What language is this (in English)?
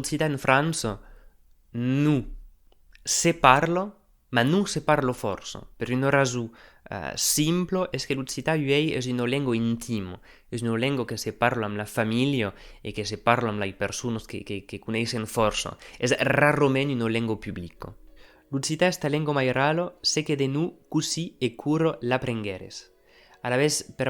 Occitan